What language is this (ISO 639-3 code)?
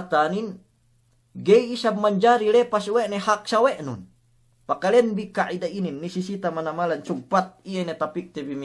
yka